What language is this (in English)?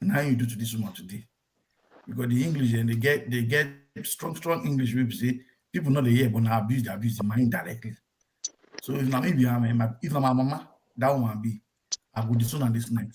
Nigerian Pidgin